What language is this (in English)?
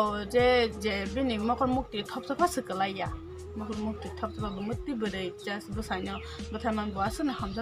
Kok Borok